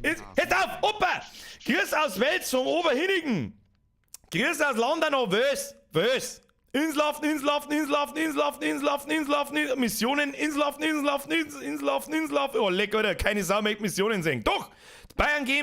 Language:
Bavarian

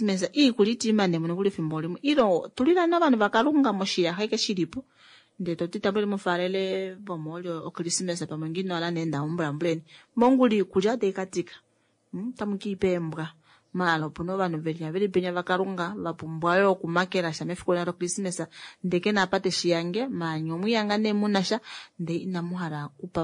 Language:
Kuanyama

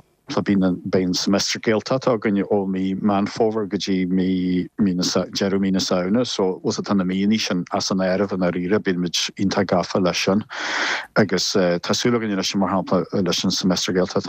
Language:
Irish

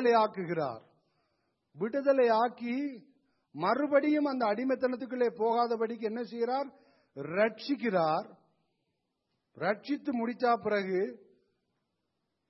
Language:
Tamil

